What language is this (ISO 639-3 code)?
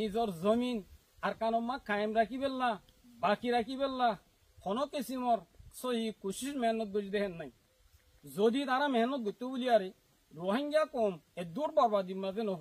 rhg